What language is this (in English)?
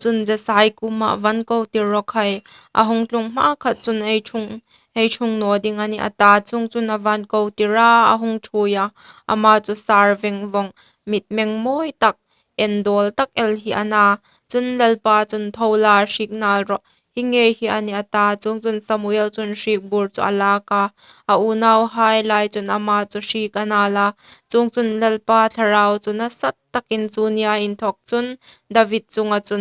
Hmar